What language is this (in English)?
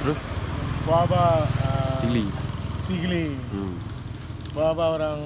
Achinese